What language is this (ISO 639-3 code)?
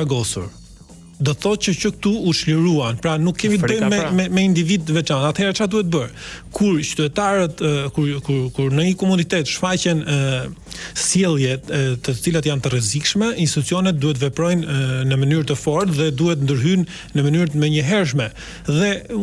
sqi